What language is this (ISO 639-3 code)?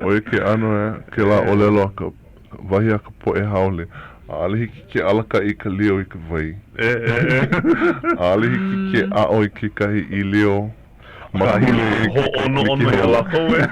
haw